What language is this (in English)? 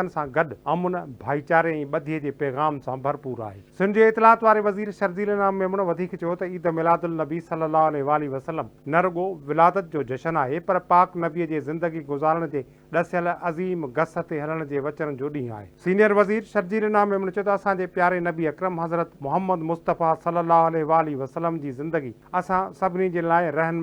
Sindhi